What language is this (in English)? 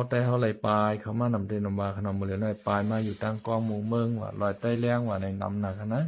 Shan